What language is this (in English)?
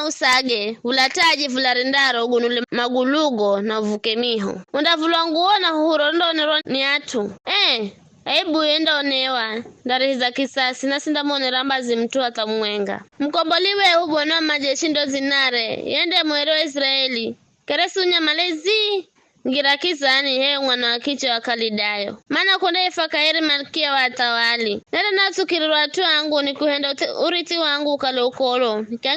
Giryama